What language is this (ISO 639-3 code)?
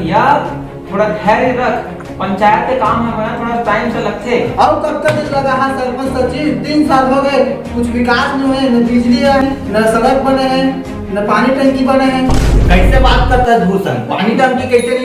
hne